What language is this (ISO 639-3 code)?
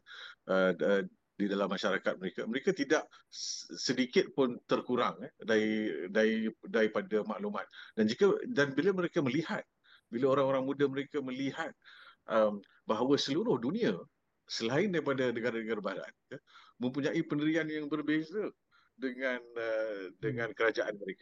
msa